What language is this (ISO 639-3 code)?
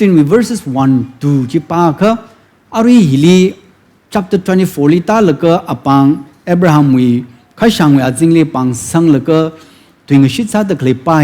nmf